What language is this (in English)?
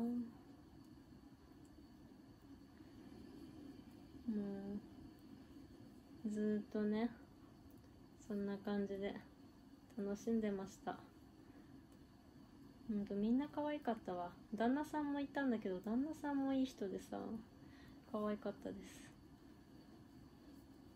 Japanese